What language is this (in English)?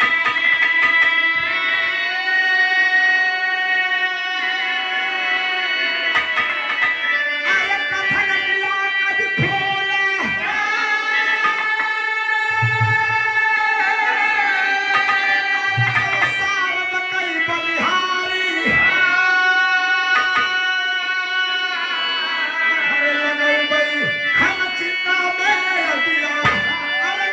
Bhojpuri